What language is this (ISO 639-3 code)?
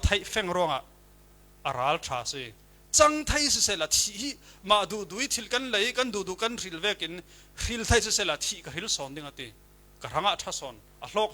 cfm